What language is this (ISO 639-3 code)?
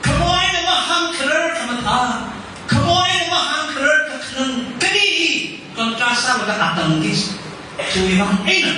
nmf